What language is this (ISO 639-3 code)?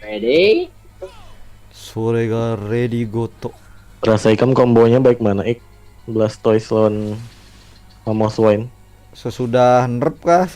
bjn